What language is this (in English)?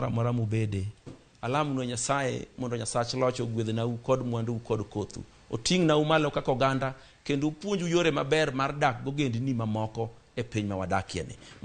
Luo (Kenya and Tanzania)